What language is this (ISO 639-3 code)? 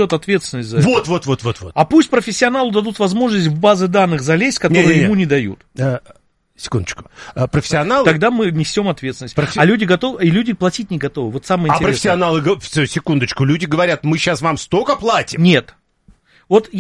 rus